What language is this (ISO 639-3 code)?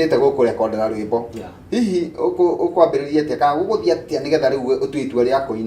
kik